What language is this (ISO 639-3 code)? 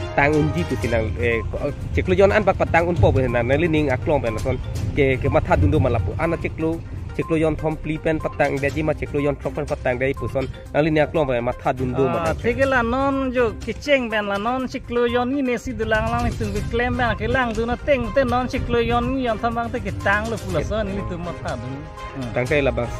mjw